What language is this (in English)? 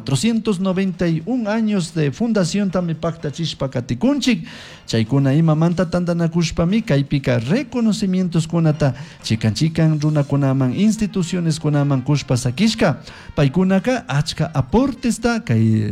Chimborazo Highland Quichua